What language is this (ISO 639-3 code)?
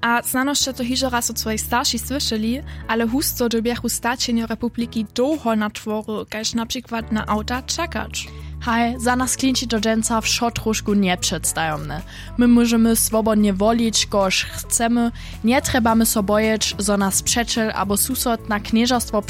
hsb